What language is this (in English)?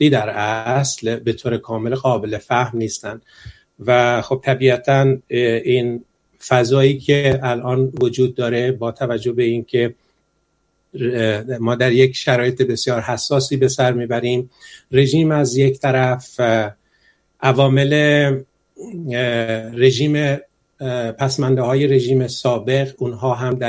Persian